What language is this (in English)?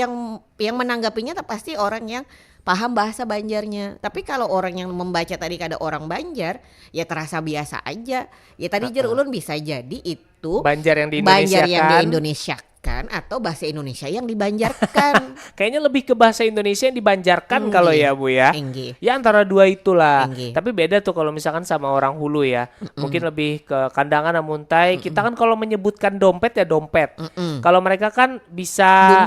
Banjar